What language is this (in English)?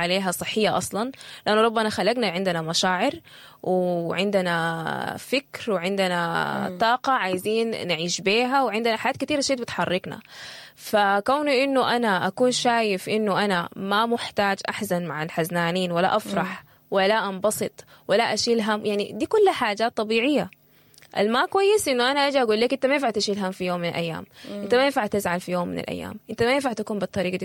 Sudanese Arabic